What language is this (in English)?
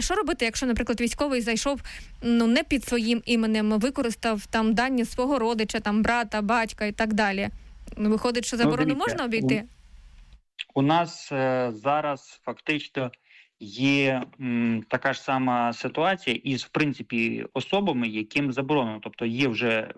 Ukrainian